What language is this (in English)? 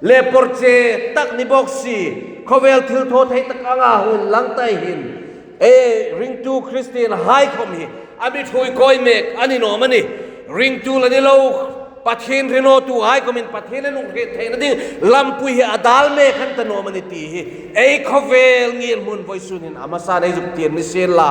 Hmar